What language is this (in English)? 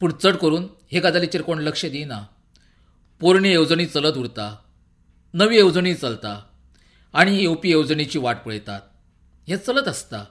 Konkani